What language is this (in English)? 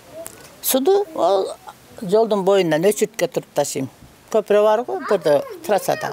Kyrgyz